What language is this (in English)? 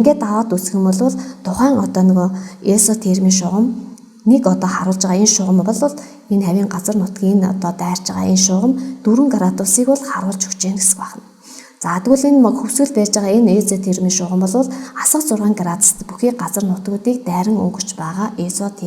Mongolian